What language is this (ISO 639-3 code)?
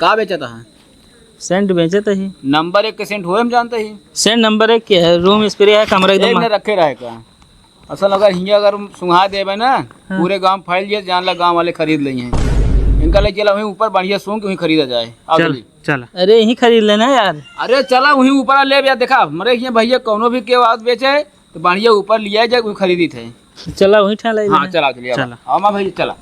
awa